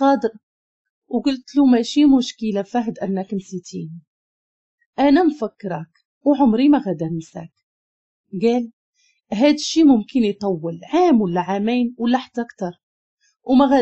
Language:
Moroccan Arabic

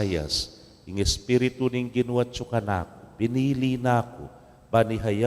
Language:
Pampanga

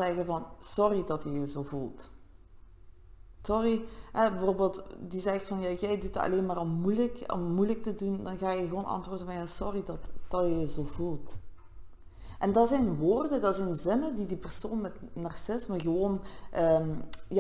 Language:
Dutch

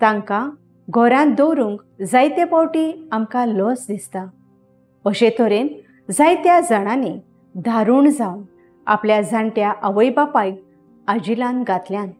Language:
Konkani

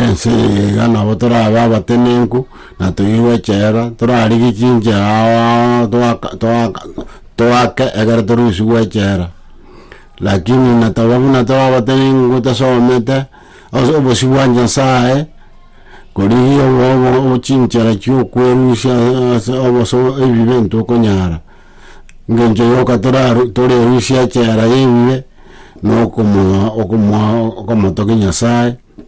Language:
Gusii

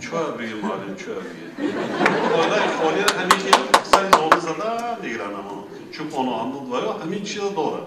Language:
Tajik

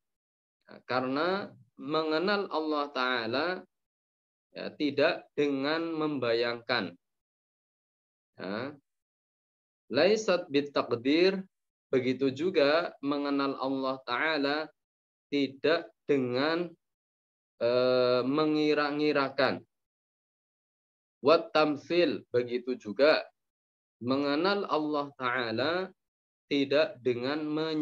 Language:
Indonesian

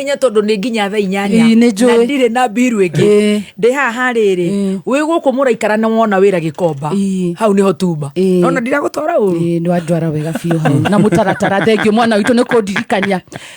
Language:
Kikuyu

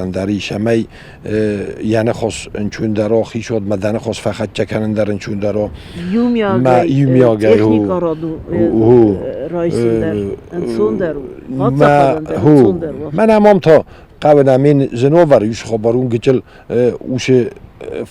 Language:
Ossetic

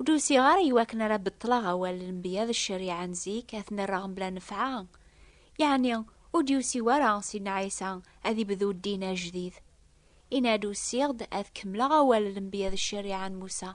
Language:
Kabyle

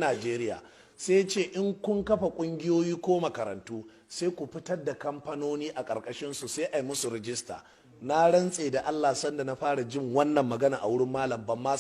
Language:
Hausa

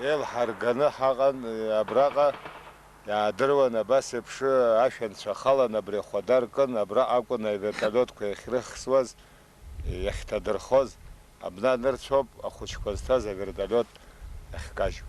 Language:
Abkhazian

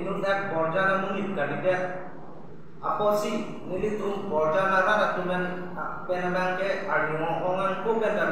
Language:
Karbi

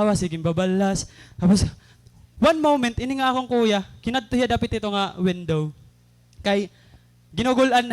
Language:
Waray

